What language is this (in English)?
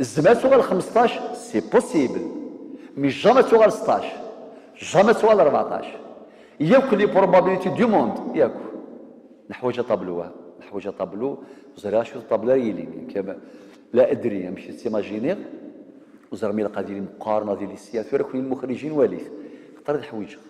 Kabyle